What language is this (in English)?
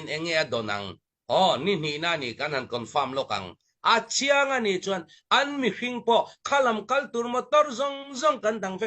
Hakha Chin